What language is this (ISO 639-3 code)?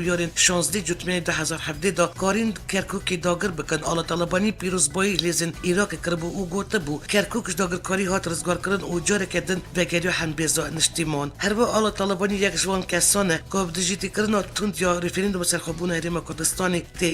kur